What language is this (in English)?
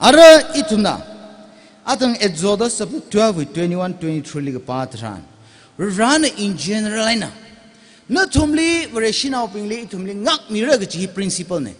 Tangkhul Naga (India)